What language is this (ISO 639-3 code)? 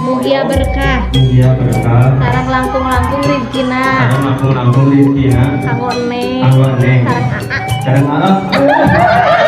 sun